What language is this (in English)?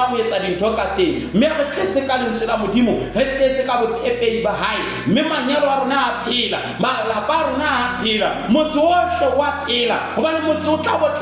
Southern Sotho